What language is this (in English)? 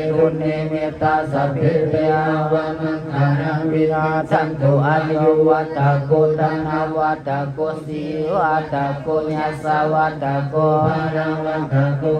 Pali